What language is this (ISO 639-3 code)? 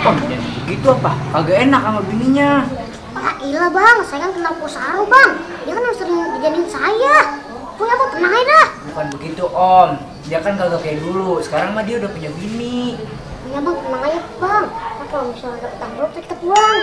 bew